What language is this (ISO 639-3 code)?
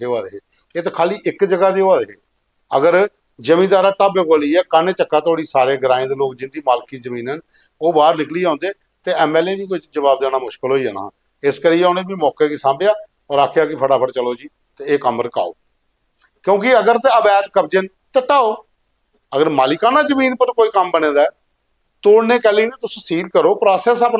doi